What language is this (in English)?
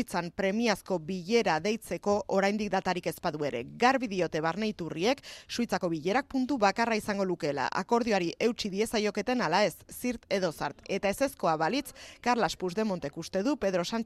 Basque